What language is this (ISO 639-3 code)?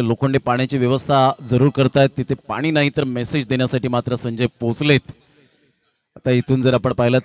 mar